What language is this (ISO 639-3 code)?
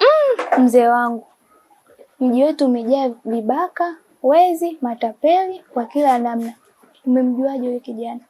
swa